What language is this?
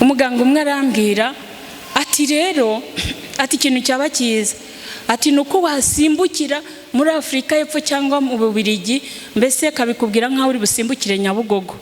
Kinyarwanda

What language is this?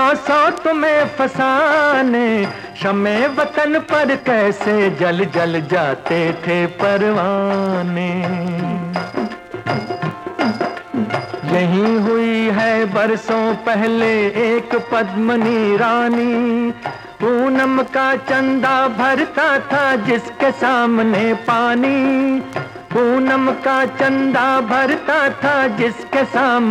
Hindi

